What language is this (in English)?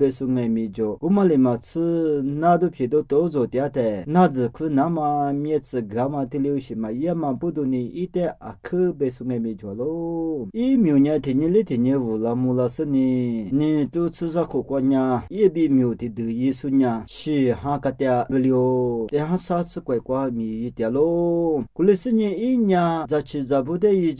Lisu